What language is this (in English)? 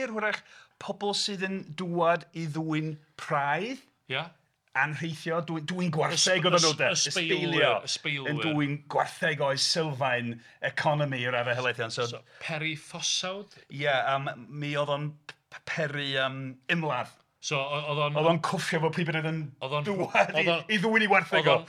Welsh